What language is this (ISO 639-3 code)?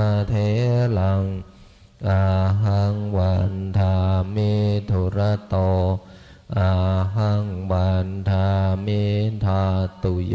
pli